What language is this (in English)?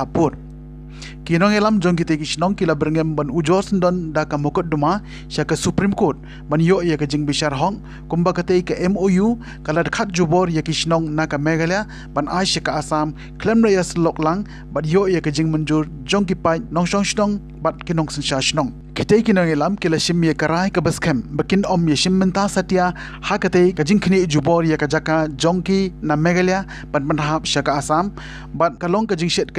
Khasi